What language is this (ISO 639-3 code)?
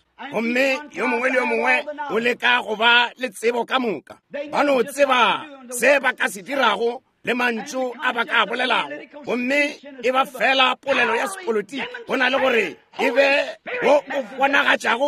nso